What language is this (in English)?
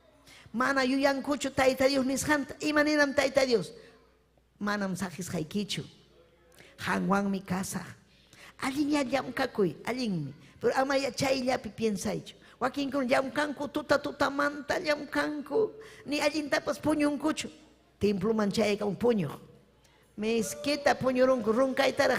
Ayacucho Quechua